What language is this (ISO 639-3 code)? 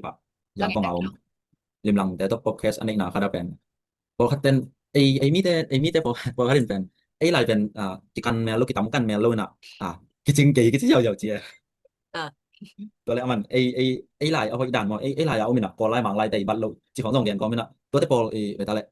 ctd